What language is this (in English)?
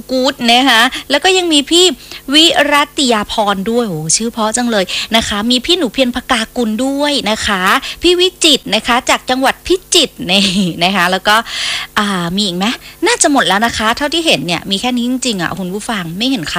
Thai